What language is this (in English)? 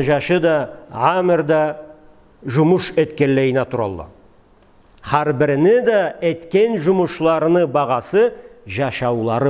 Karachay-Balkar